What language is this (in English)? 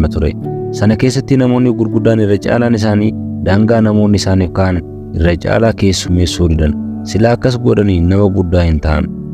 Oromo